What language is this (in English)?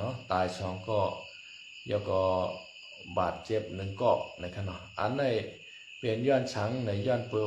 Shan